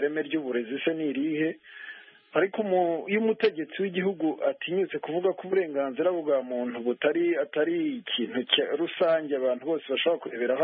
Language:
Kinyarwanda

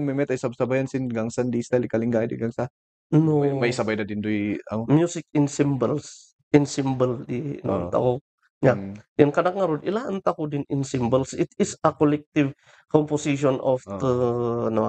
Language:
Kankanaey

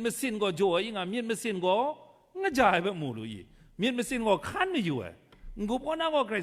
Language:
Kachin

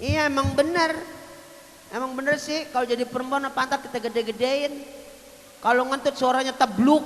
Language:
Betawi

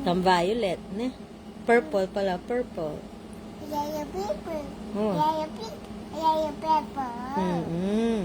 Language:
Pampanga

